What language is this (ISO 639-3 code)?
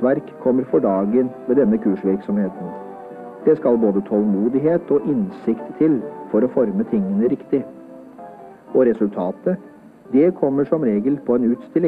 nor